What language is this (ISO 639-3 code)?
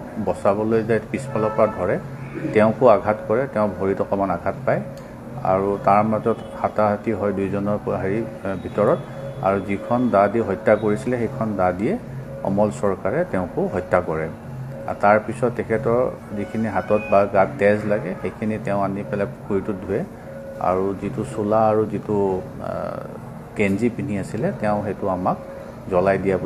asm